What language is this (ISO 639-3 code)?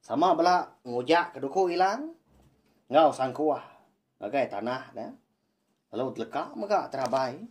iba